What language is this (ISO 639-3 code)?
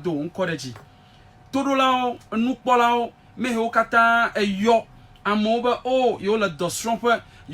ewe